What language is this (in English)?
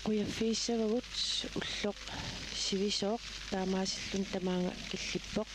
Kalaallisut